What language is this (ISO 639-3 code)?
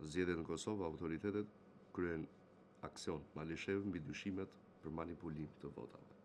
sqi